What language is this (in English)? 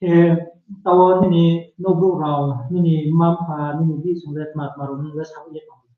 Riang (India)